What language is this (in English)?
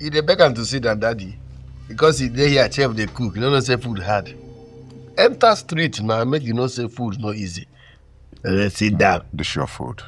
Nigerian Pidgin